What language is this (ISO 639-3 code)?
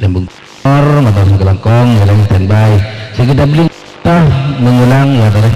mad